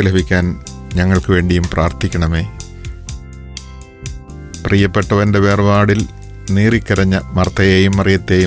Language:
Malayalam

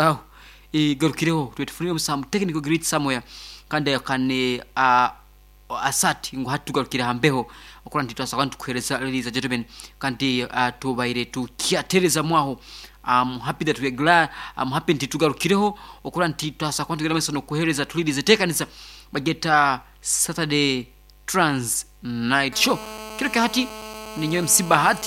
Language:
Nyoro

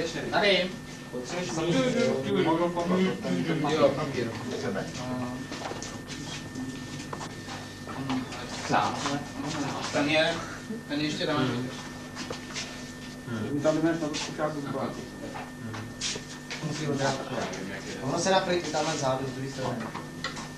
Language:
Czech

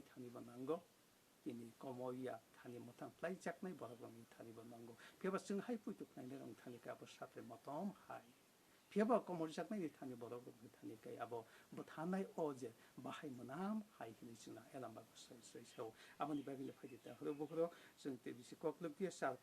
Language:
Kok Borok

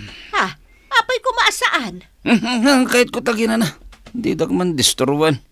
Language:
Iloko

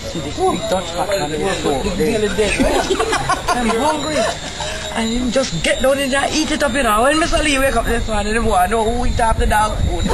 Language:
Jamaican Creole English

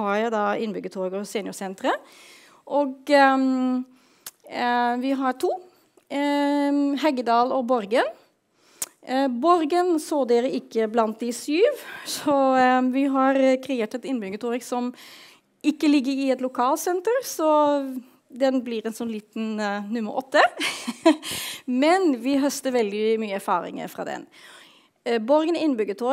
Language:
Norwegian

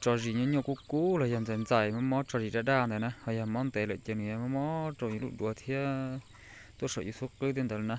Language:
Hmong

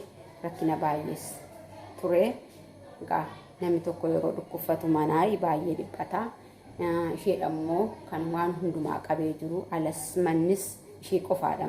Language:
Oromo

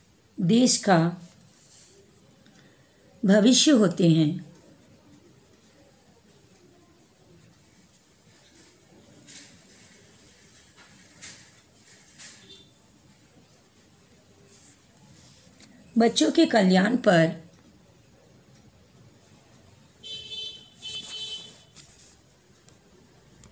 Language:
Hindi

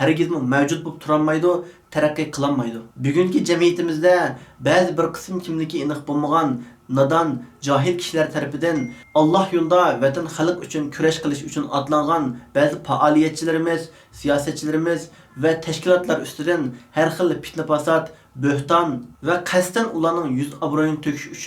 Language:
Uyghur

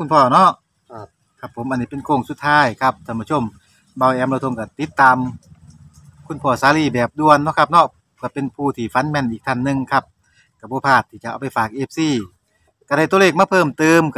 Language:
Northeastern Thai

